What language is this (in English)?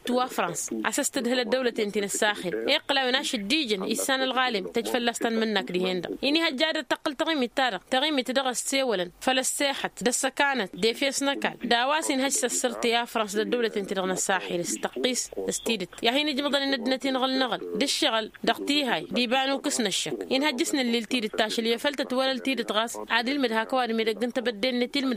Tamasheq